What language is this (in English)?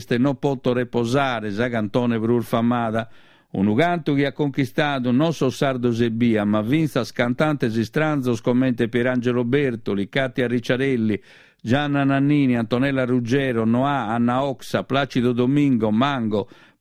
Sardinian